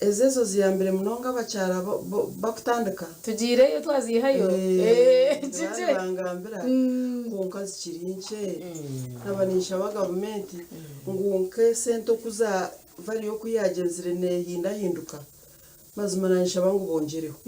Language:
Nyankole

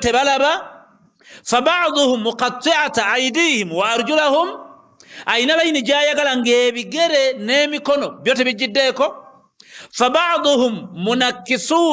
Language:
Ganda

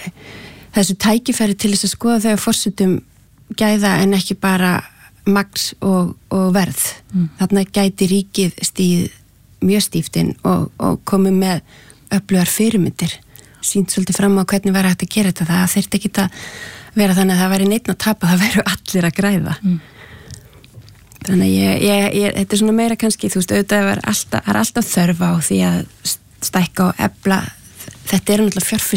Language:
Icelandic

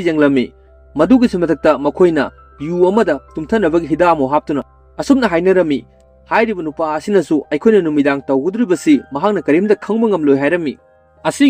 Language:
Manipuri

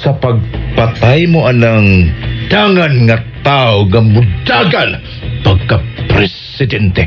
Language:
Cebuano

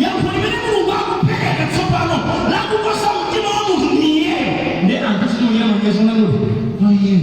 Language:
Nyanja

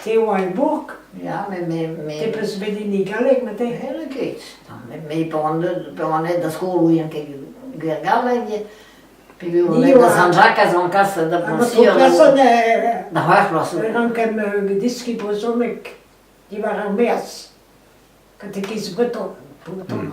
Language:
Breton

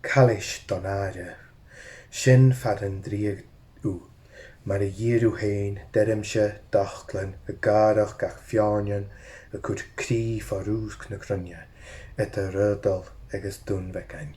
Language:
Scottish Gaelic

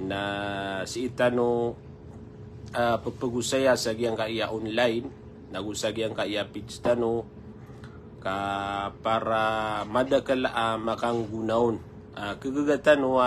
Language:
Maranao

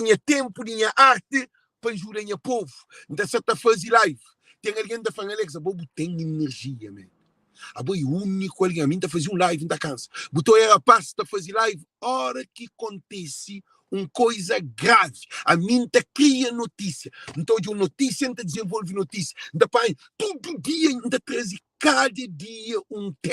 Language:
Kabuverdianu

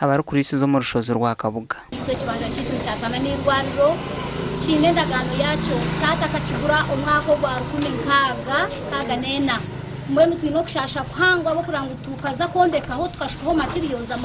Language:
Nyankole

